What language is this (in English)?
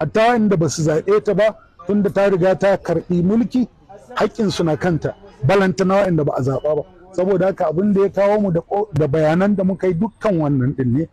Hausa